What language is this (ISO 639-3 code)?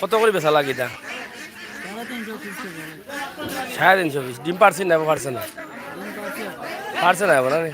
syl